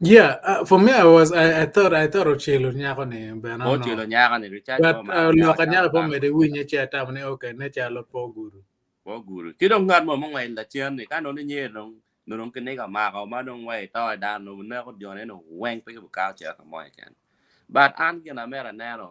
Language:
Acoli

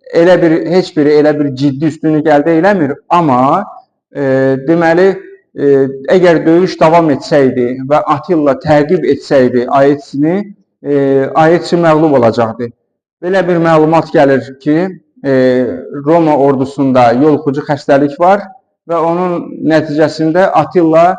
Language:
Azerbaijani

